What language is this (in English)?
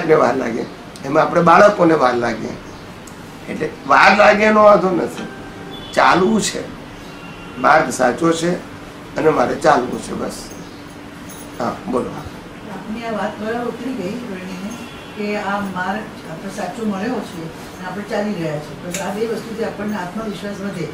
Gujarati